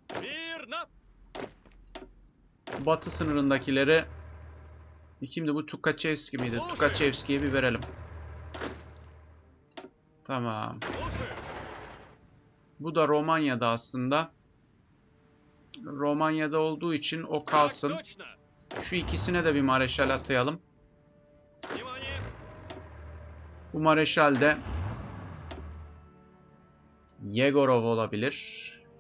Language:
Turkish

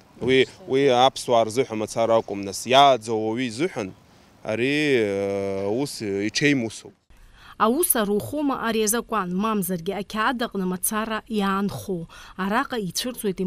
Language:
Abkhazian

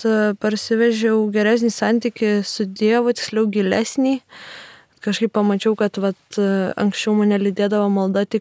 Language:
Lithuanian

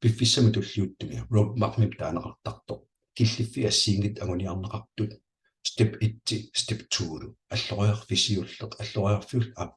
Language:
Kalaallisut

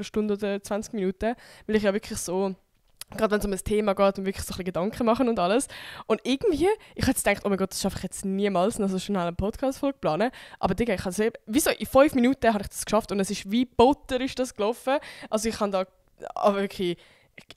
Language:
Swiss German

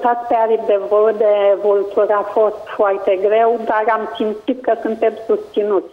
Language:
Romanian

